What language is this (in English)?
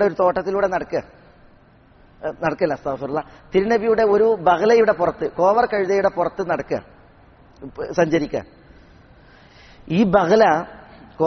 Malayalam